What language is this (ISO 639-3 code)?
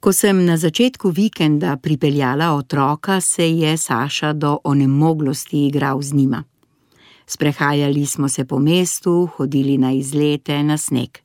slv